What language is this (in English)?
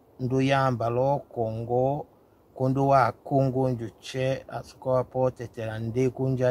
Tetela